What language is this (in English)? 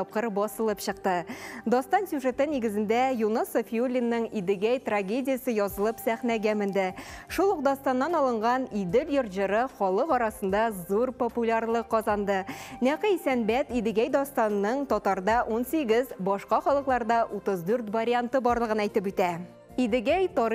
Tatar